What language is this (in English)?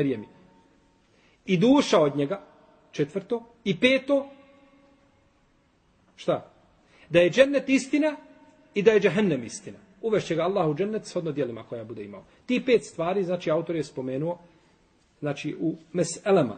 Bosnian